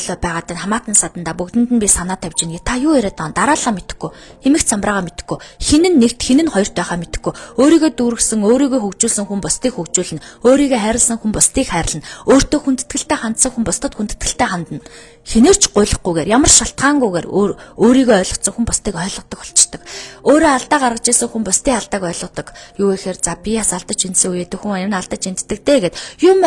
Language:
Mongolian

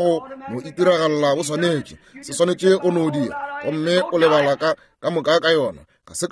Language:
Northern Sotho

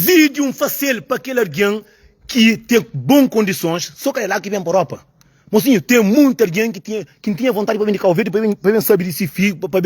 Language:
Kabuverdianu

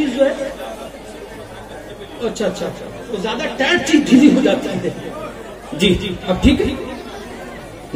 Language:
Urdu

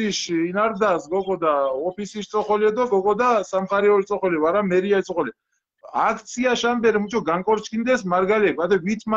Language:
Mingrelian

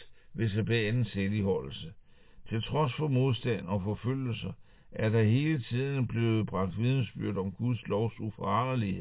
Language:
Danish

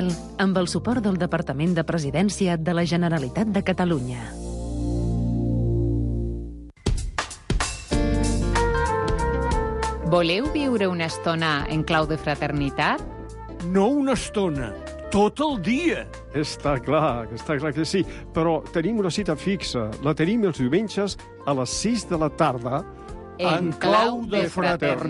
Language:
Catalan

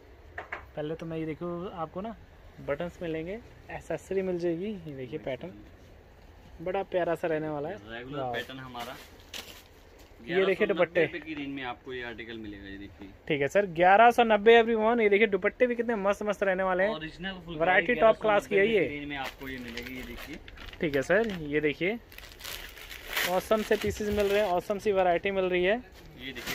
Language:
Hindi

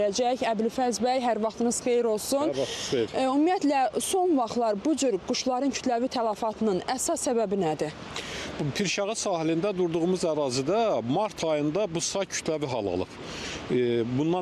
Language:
Azerbaijani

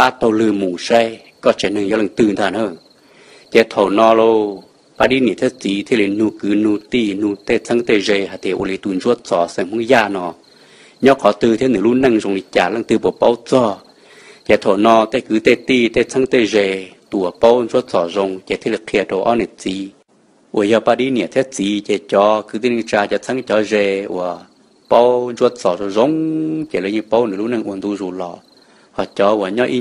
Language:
Hmong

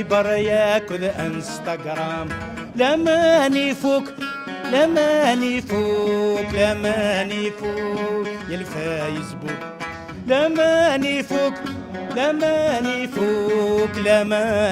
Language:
Kabyle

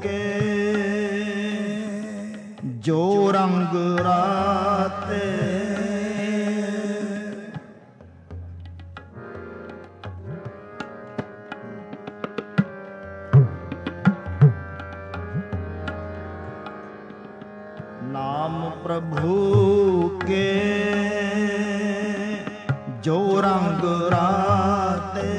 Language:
Punjabi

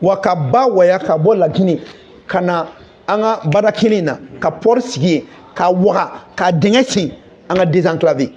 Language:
Bambara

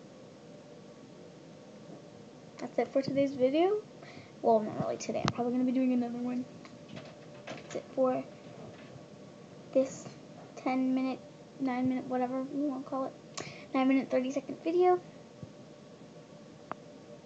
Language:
English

